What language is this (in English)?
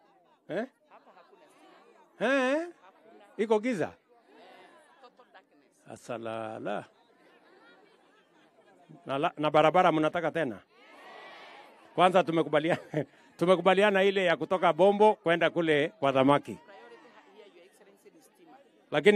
Swahili